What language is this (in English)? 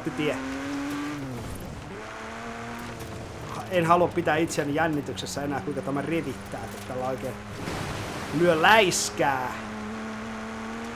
Finnish